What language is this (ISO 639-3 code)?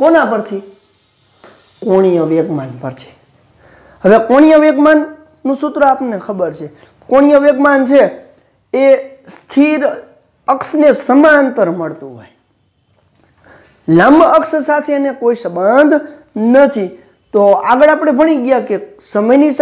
guj